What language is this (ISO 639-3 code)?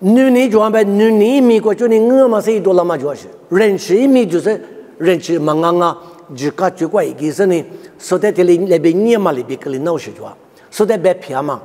lis